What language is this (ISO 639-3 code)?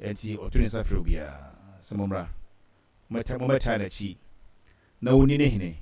aka